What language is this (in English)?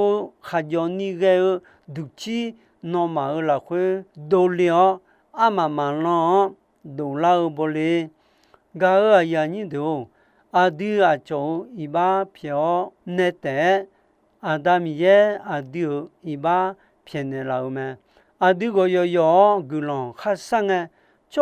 Akha